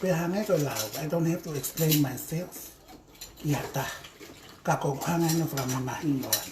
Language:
Tongan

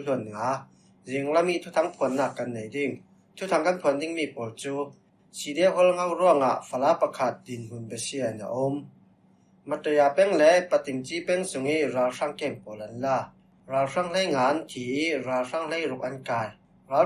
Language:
Falam Chin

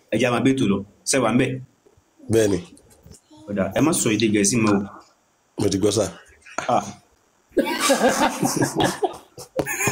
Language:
Yoruba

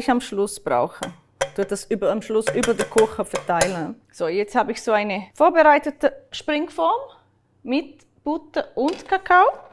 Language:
Swiss German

